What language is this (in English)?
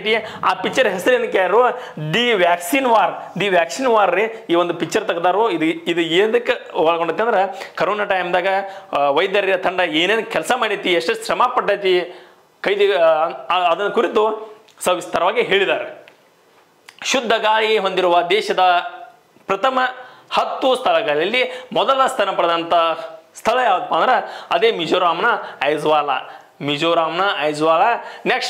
Kannada